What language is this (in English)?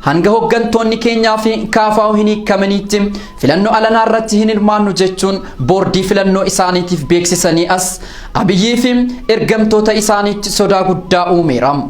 Oromo